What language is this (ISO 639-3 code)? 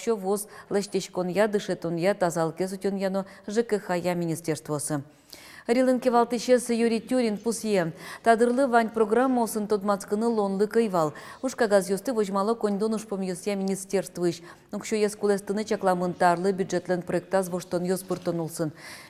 udm